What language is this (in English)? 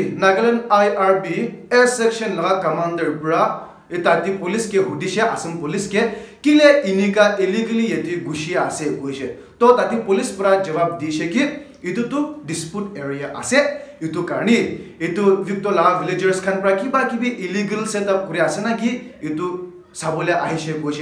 Naga Pidgin